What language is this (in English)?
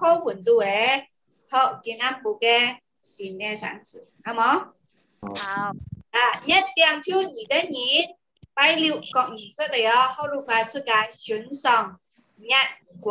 Vietnamese